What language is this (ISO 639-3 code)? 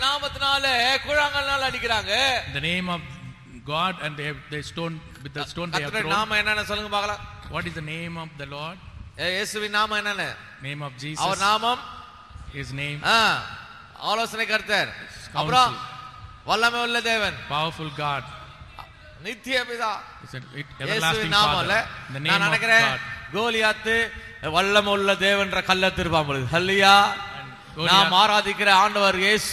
tam